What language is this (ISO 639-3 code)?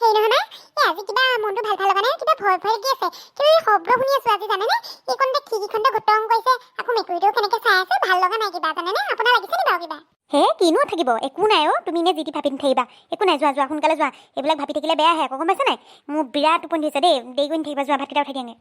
asm